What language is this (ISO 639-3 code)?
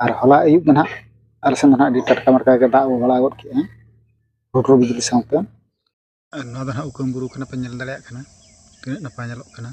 sat